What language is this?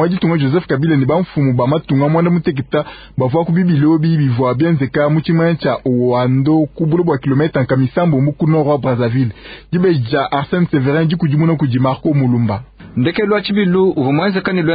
Luba-Lulua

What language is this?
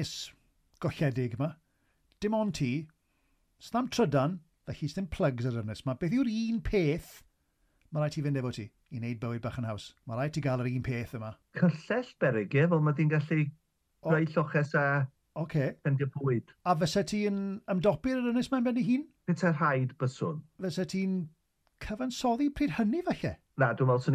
Welsh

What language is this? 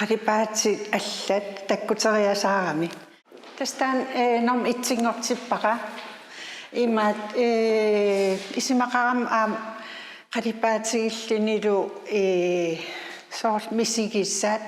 Kalaallisut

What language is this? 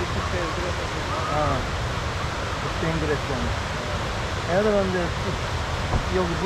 Korean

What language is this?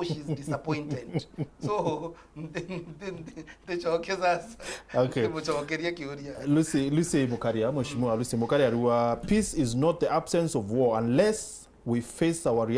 Meru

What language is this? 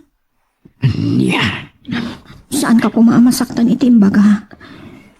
Iloko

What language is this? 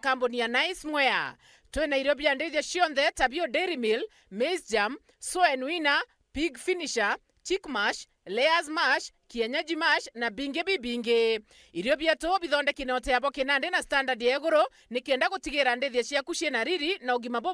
Meru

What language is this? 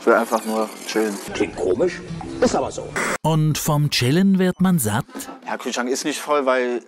Swiss German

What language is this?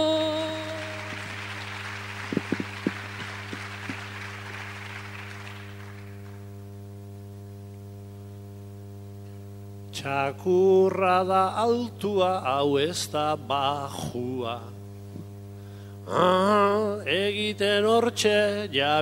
Basque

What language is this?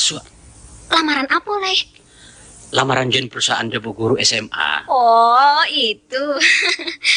Minangkabau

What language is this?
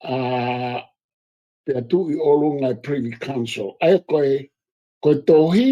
Tongan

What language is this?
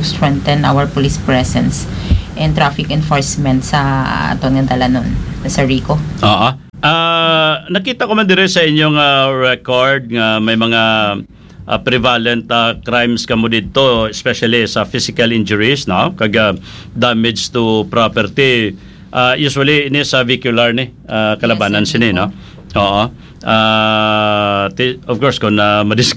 Hiligaynon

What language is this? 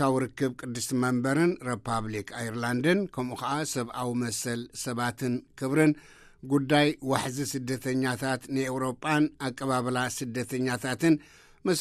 Tigrinya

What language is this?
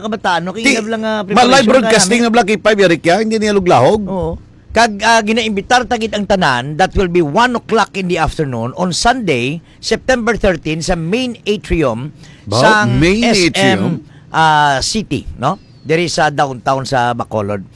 Hiligaynon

